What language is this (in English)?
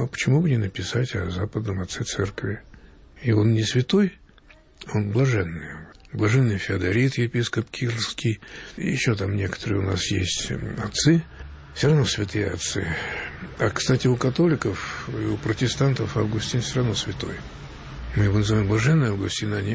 Russian